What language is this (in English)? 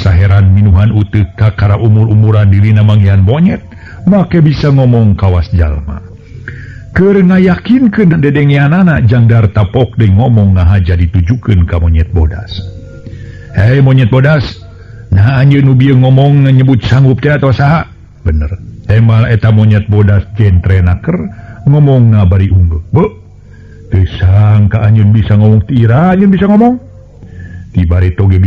Sundanese